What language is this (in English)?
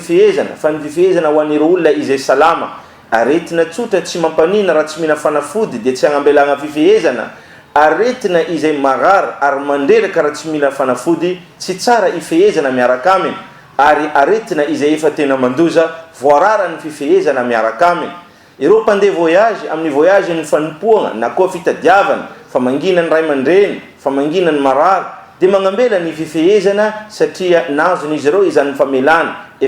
Malagasy